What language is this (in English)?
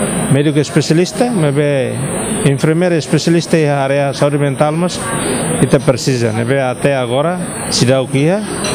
Tetum